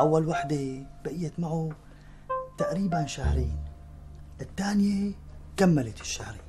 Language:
North Levantine Arabic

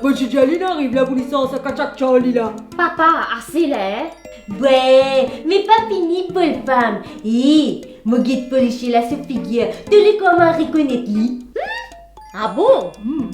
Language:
Morisyen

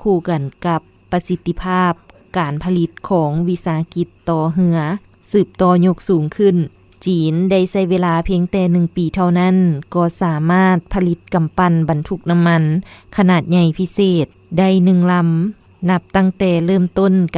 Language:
Lao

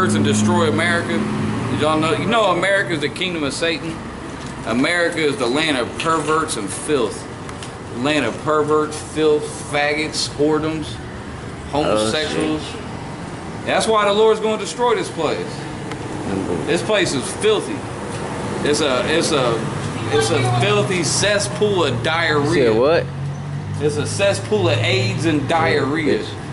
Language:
English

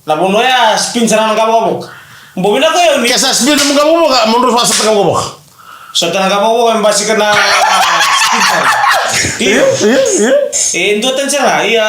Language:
Fijian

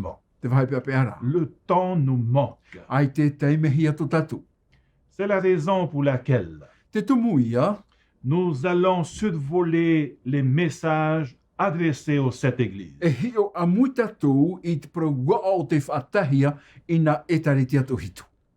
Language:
Tahitian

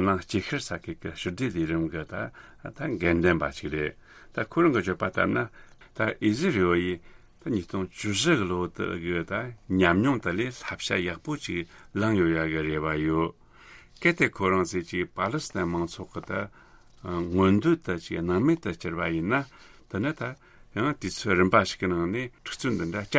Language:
Tibetan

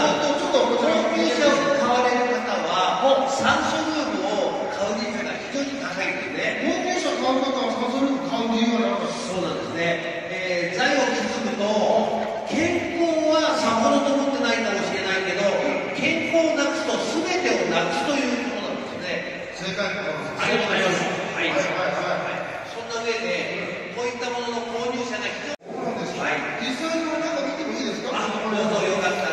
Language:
Japanese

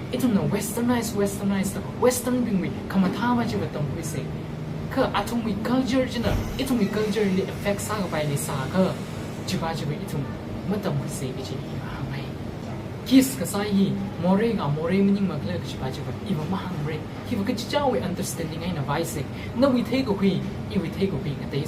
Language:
Tangkhul Naga (India)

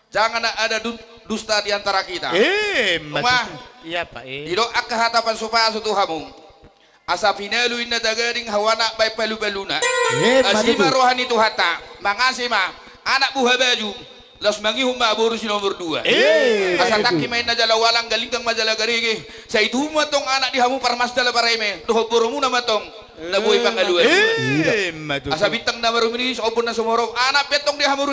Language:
Batak Toba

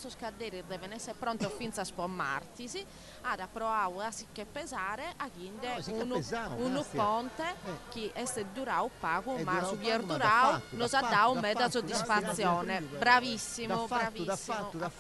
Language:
Sardinian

